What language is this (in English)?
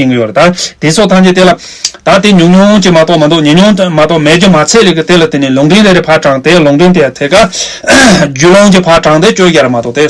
Tibetan